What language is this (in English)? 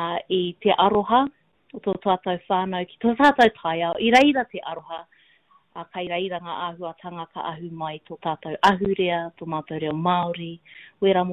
Māori